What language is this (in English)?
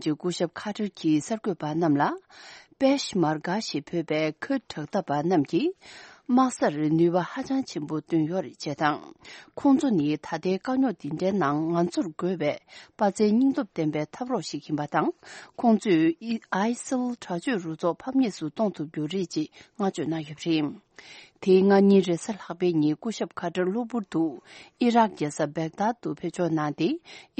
Tibetan